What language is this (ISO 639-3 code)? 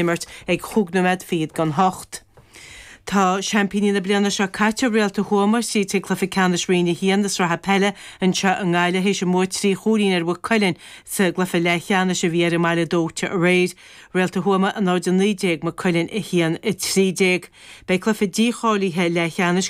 gle